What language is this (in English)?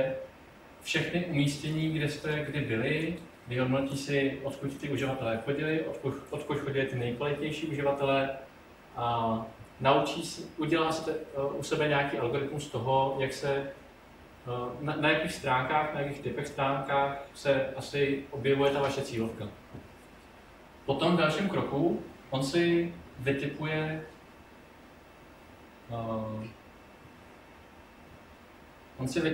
Czech